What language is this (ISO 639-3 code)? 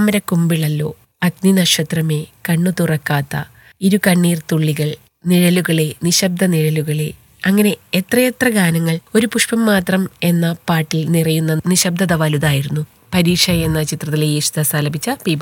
mal